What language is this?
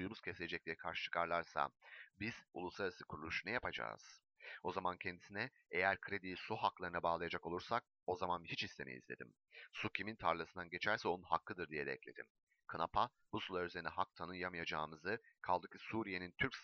Turkish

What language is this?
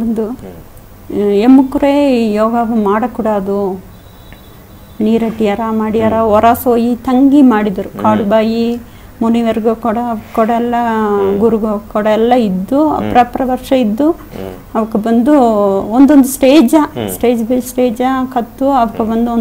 Badaga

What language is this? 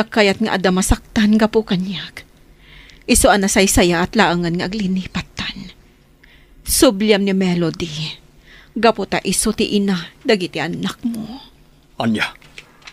Iloko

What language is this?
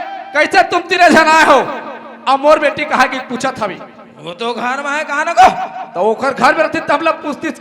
Chhattisgarhi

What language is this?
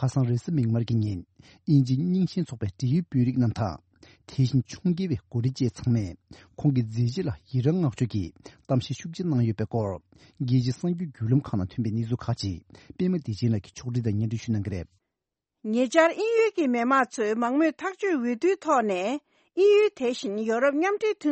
Tibetan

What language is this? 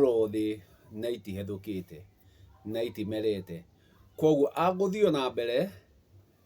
Kikuyu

